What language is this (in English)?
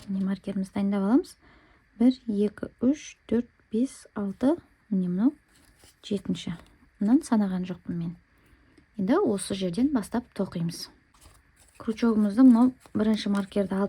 Kazakh